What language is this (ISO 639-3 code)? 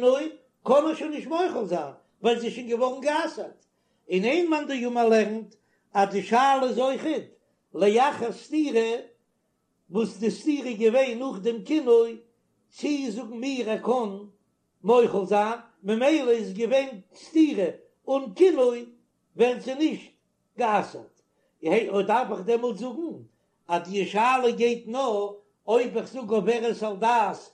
yid